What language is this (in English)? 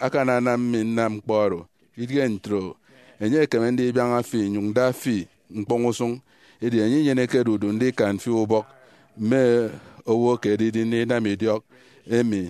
Efik